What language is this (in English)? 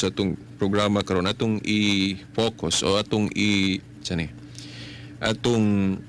Cebuano